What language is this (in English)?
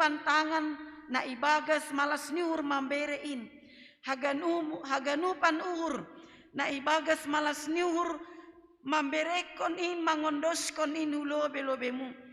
Batak Simalungun